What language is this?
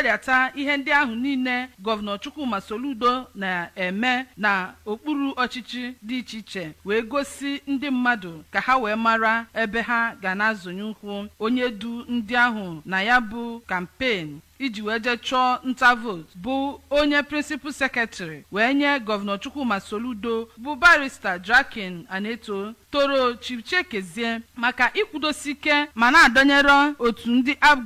Igbo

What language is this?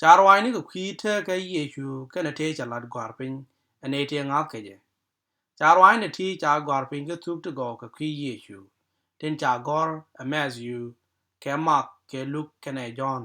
Nuer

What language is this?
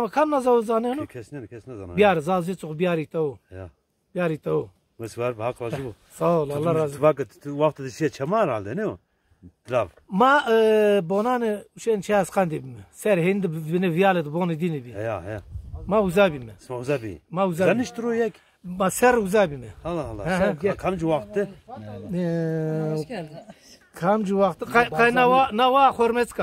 Zaza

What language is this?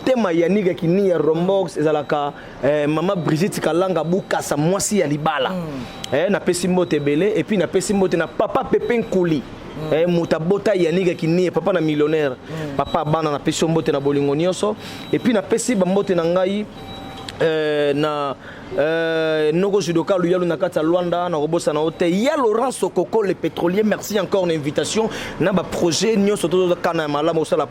Lingala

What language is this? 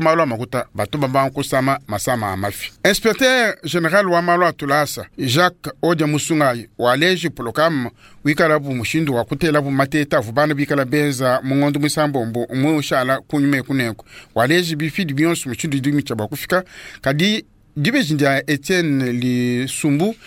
Luba-Lulua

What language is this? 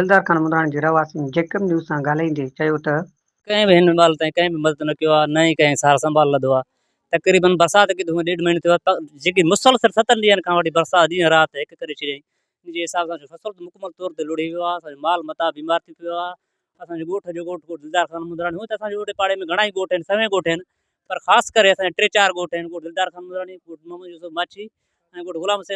Sindhi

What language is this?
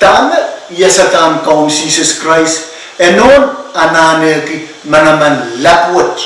Pohnpeian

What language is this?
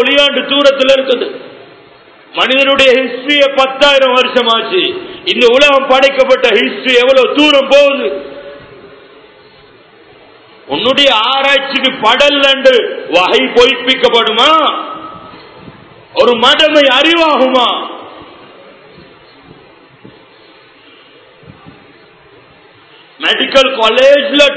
Tamil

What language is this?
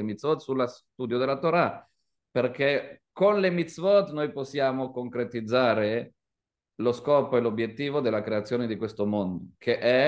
Italian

